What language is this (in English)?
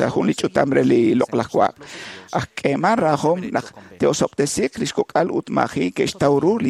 Kekchí